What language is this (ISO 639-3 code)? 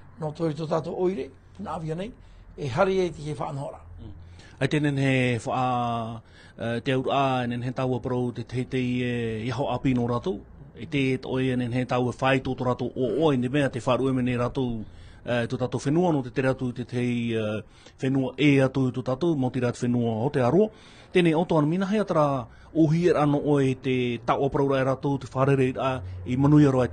tah